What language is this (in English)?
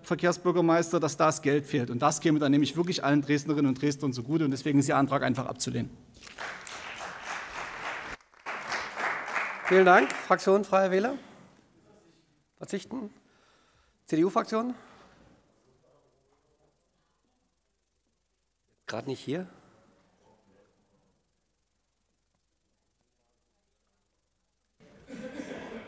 German